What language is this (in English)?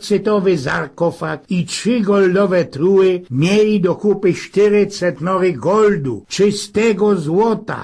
Silesian